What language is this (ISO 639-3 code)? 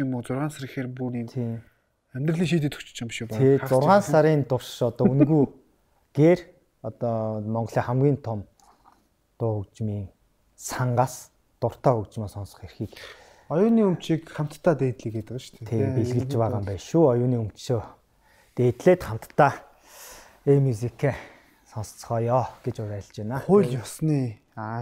mon